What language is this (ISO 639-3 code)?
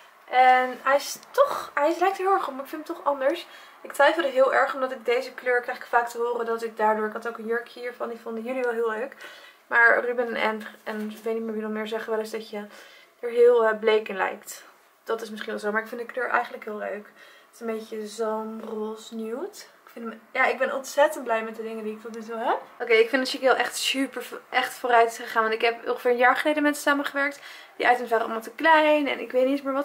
nld